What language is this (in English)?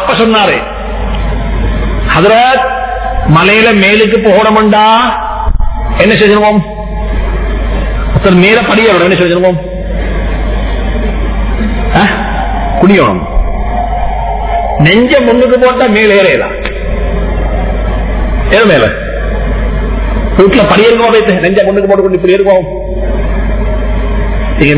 Tamil